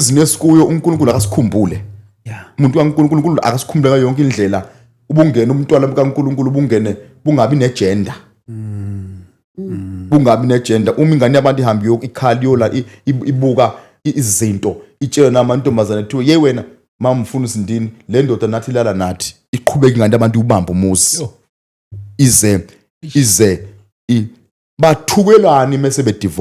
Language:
Zulu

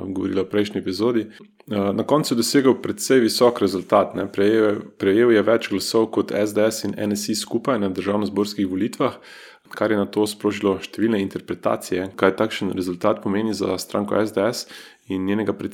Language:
Slovenian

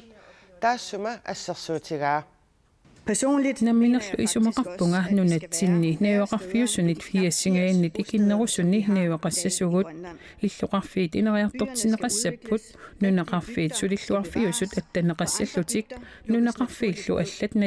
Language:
Kalaallisut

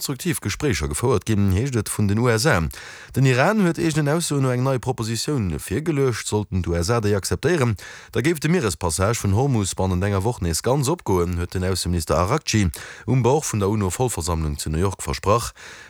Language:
Luxembourgish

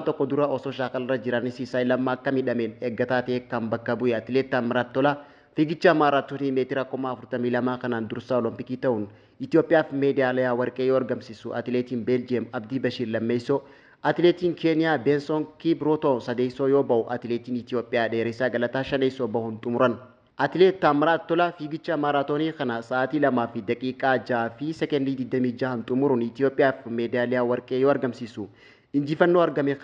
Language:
Oromo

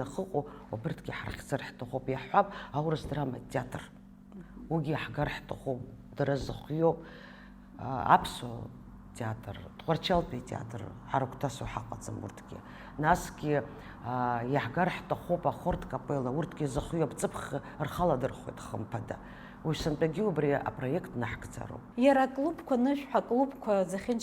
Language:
Abkhazian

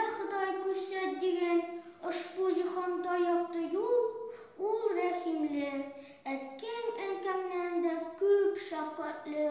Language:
Tatar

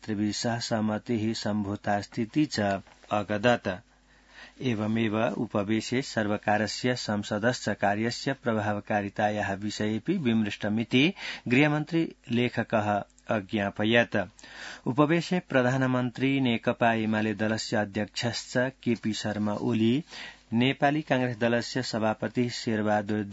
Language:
Sanskrit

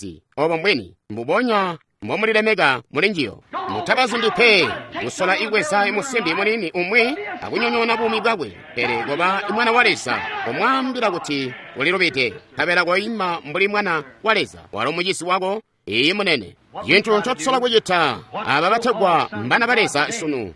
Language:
Tonga (Zambia)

